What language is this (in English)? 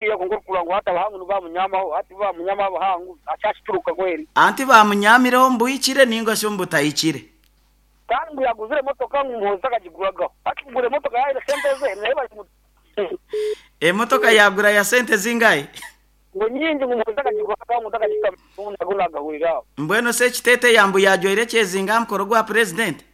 Nyoro